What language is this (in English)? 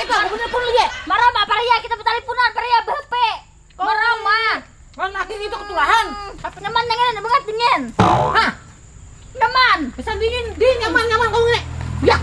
Banjar